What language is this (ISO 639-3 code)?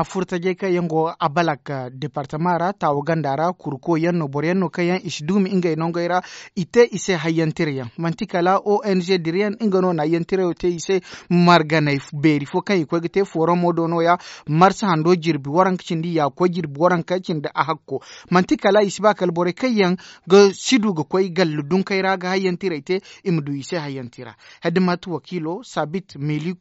dje